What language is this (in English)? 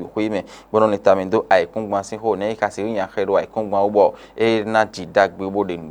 Fon